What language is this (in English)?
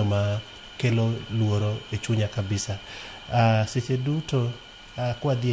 Luo (Kenya and Tanzania)